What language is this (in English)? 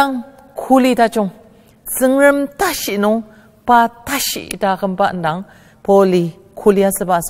Ao Naga